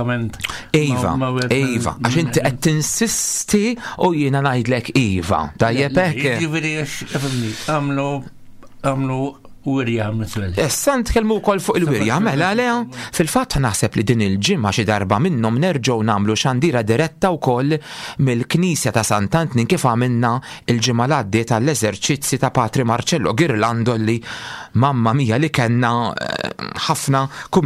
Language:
Maltese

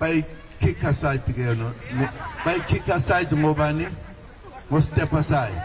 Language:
Zulu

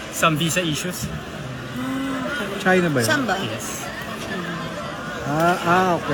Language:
Filipino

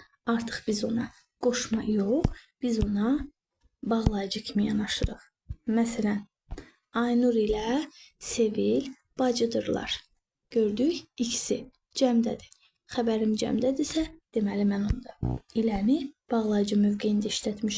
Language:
Azerbaijani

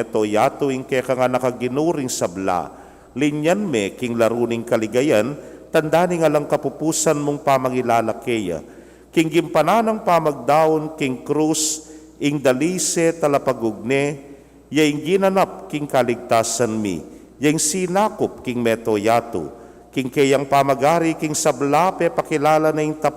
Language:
Pampanga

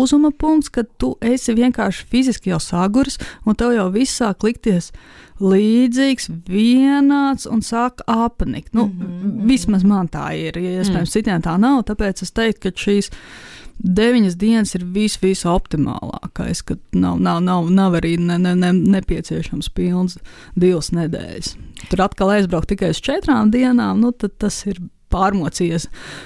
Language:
Latvian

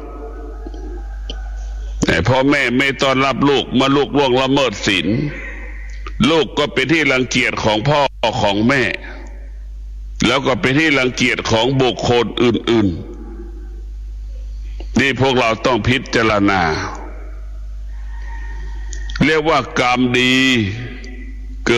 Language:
Thai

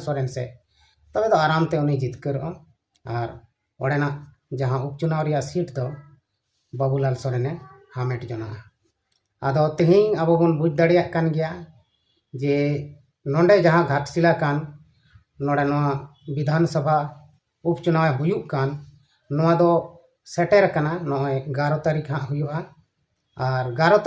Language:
Santali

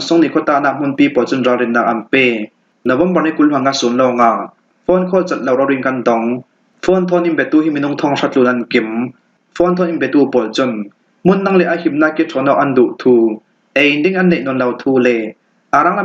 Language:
Falam Chin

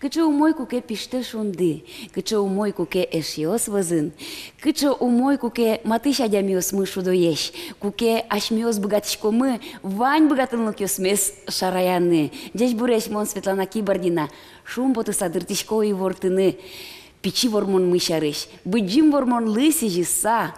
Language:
Udmurt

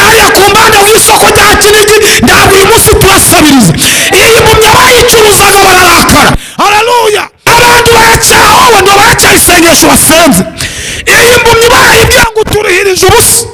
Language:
Kinyarwanda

